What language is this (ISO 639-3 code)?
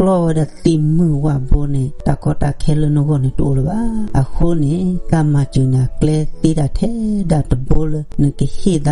ksw